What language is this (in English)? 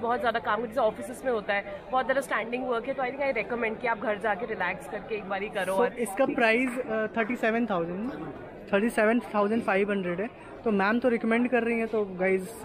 Hindi